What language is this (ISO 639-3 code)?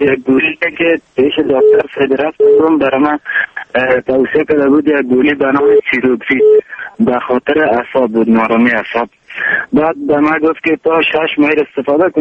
fas